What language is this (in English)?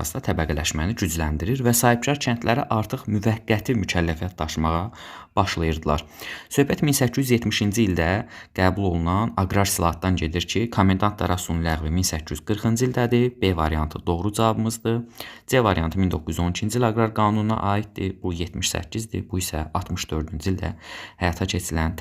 Azerbaijani